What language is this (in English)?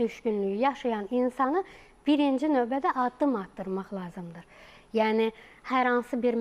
Azerbaijani